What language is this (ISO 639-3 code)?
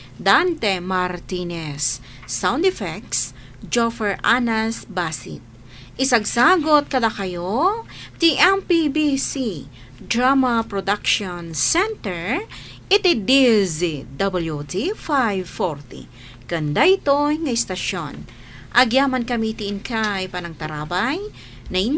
ilo